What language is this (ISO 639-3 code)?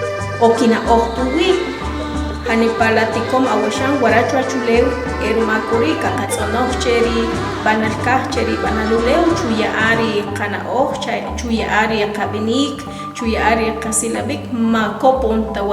acr